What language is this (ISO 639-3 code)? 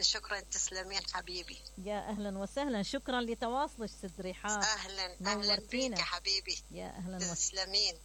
acm